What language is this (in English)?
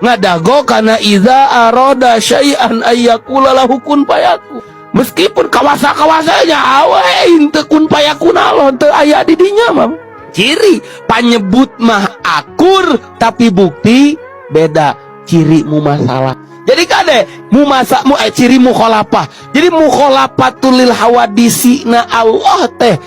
Sundanese